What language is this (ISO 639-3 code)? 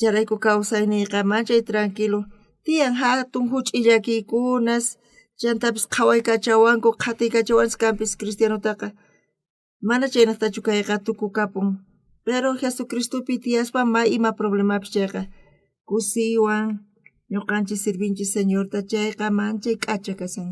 quh